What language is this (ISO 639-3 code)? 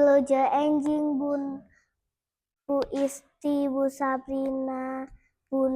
sun